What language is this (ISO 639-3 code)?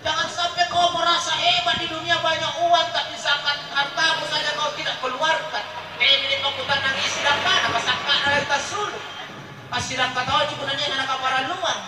mak